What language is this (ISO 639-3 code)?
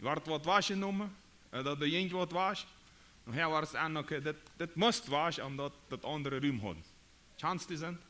pdt